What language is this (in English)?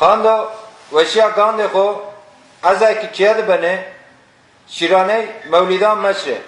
Zaza